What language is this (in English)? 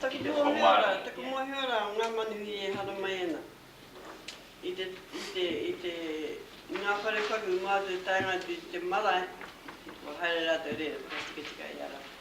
Māori